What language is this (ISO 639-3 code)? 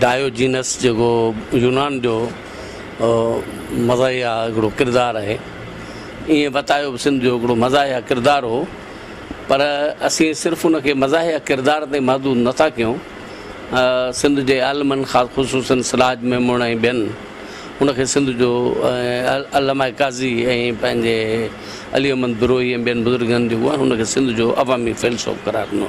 snd